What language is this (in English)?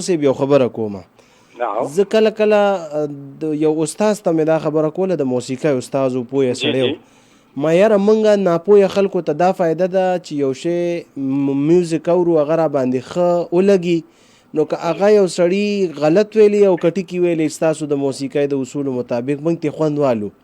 Pashto